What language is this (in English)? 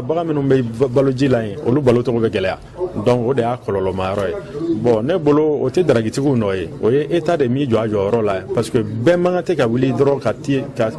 Bambara